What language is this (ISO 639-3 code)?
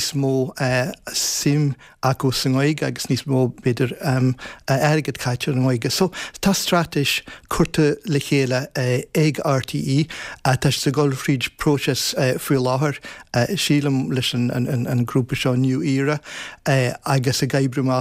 gle